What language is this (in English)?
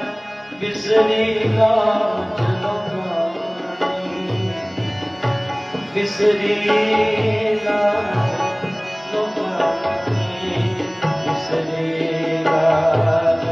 Punjabi